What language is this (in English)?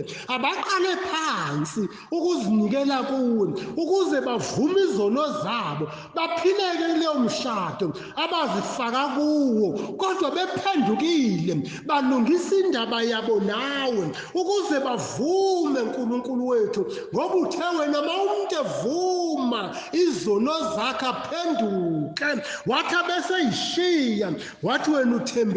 Zulu